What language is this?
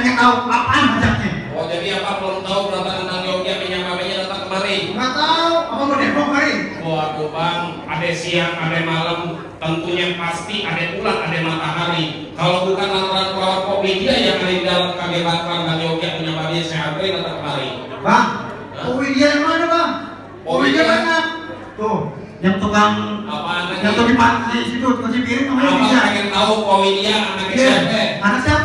Betawi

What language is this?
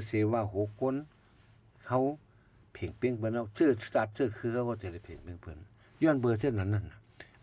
Shan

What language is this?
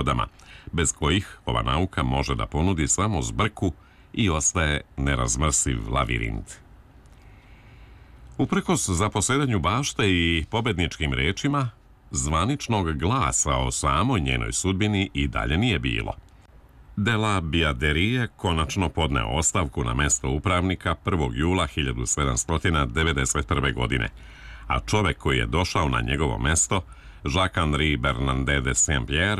Serbian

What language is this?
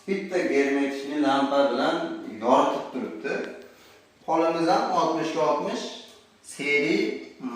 Uzbek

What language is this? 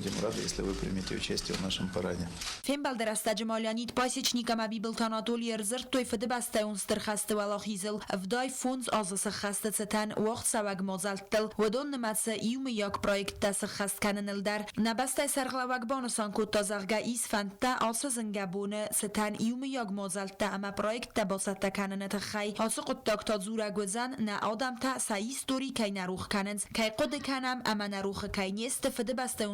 Ossetic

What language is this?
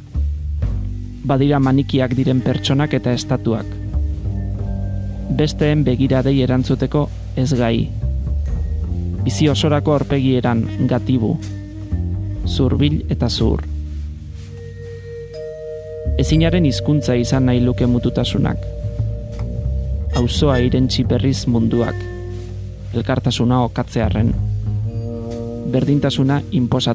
Basque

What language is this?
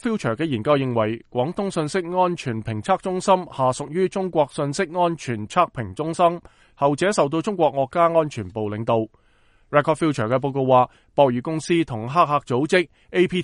Cantonese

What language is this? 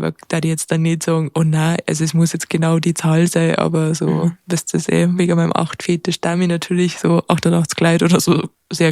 Bavarian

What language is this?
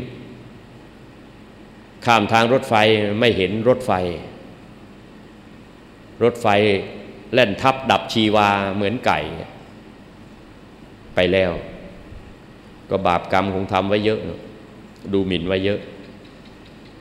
Thai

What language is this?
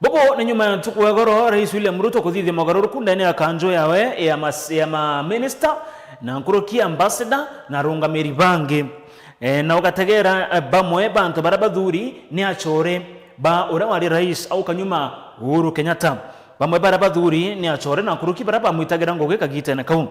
Meru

